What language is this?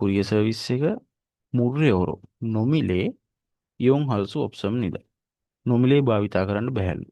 Sinhala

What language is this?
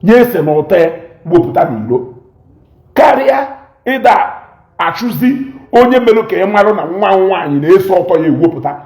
Igbo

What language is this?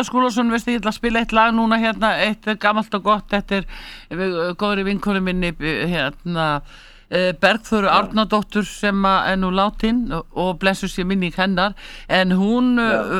Icelandic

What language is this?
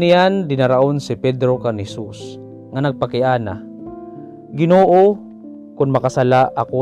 Waray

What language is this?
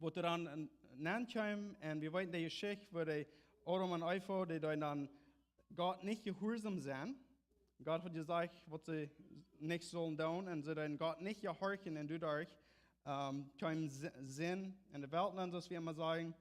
Plautdietsch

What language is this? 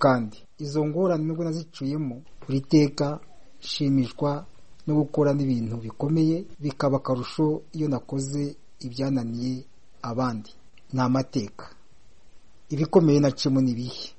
Kinyarwanda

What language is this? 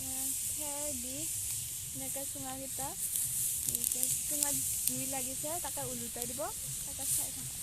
Assamese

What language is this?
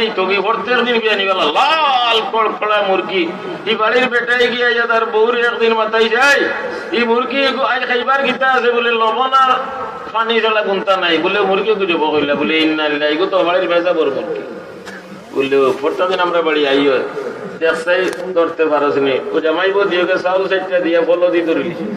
Sylheti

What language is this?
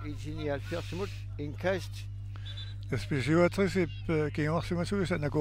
Kalaallisut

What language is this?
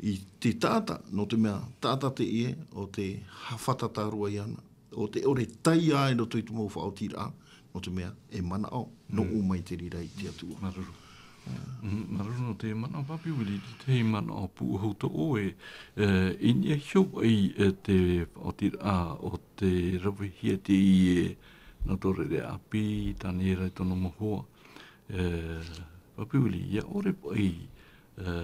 Tahitian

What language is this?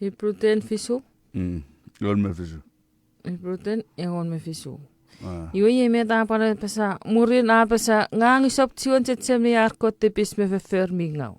Chuukese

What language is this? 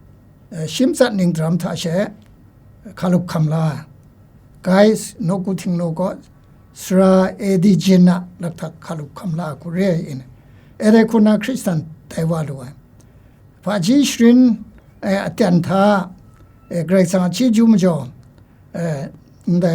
Kachin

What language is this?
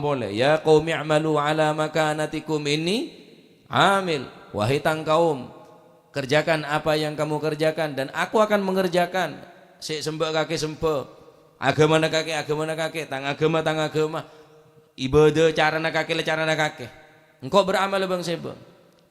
Madurese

